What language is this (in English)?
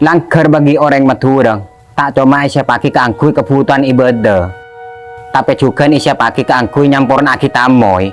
Madurese